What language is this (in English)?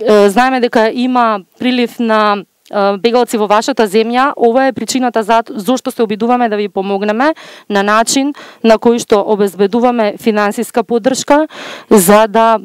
Macedonian